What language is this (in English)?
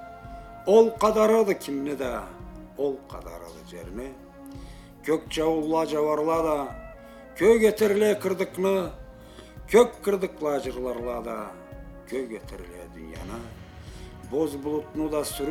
Karachay-Balkar